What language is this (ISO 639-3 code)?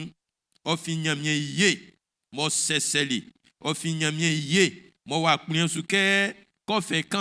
bci